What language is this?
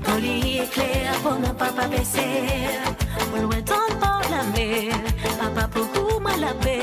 Morisyen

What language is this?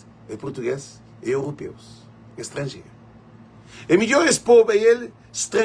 Kabuverdianu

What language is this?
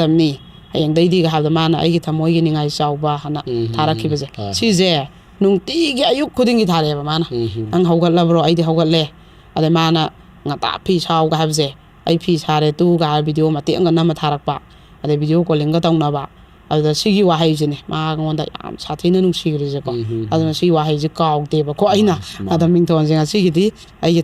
Manipuri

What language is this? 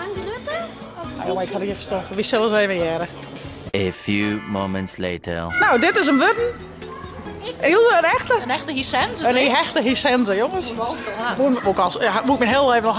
Western Frisian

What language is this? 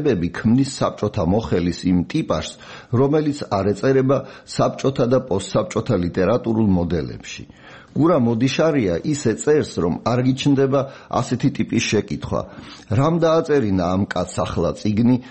Georgian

